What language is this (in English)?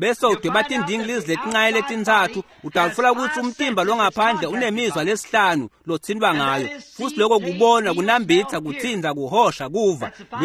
Swati